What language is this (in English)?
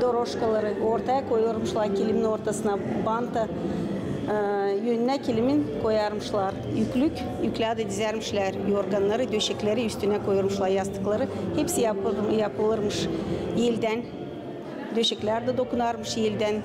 Gagauz